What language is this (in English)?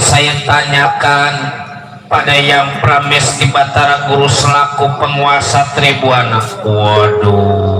Betawi